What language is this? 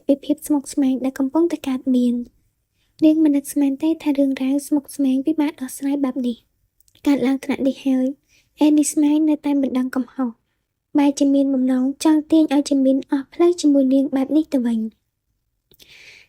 Khmer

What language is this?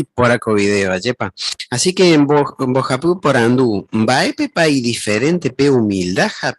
Guarani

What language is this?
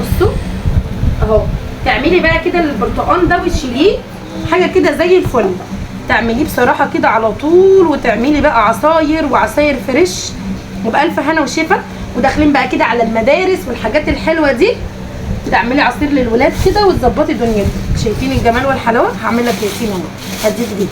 Egyptian Arabic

